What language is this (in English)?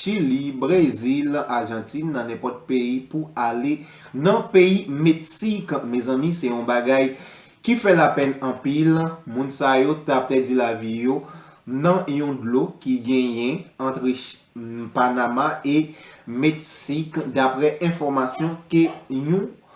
Haitian Creole